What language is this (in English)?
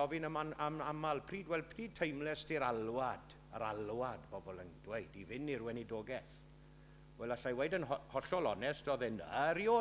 Welsh